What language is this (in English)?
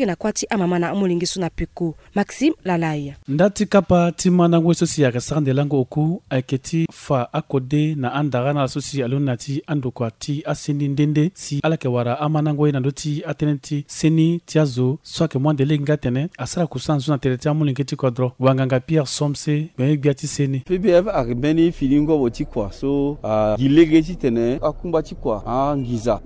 Sango